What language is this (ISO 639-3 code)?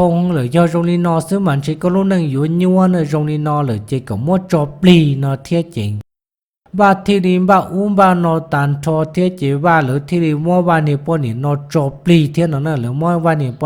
hmn